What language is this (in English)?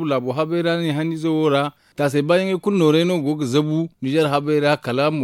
Zarma